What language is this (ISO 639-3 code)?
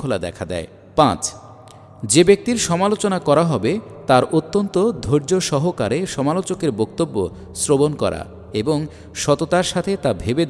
ben